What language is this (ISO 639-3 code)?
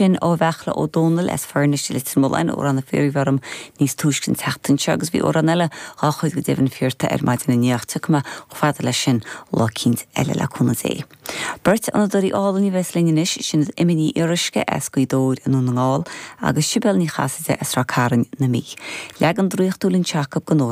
gle